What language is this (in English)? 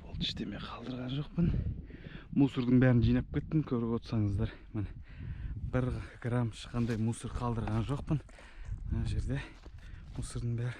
Kazakh